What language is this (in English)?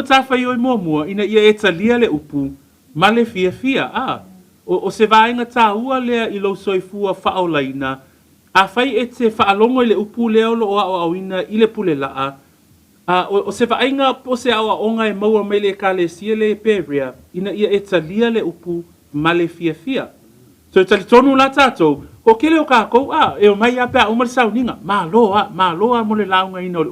Samoan